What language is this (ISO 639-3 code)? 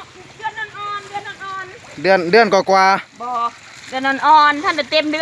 lao